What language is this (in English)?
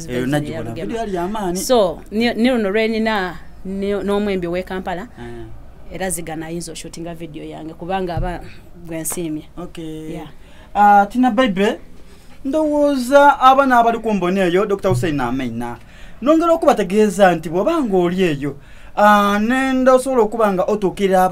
Soga